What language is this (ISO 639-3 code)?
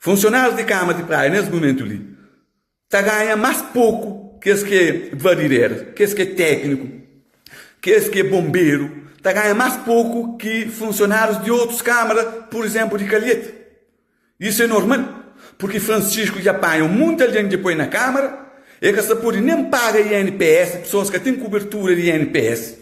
kea